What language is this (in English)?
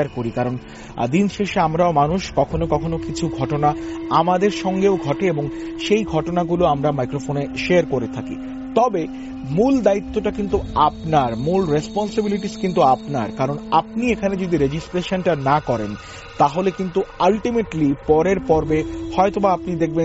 Bangla